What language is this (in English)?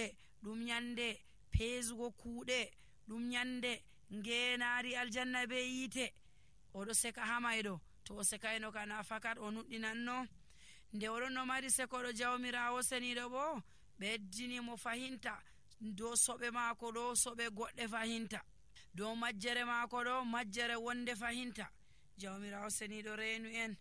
Nigerian Fulfulde